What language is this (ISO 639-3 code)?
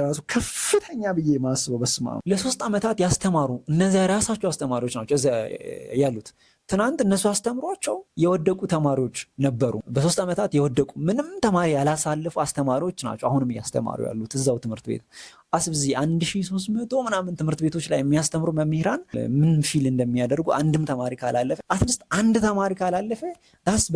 amh